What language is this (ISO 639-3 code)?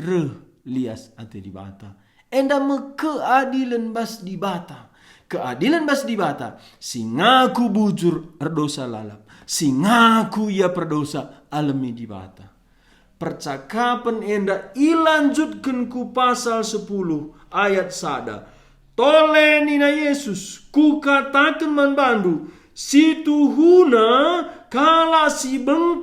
btx